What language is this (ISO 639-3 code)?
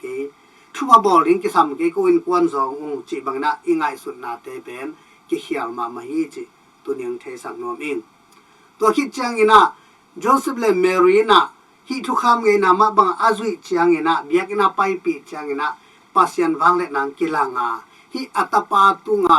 ctd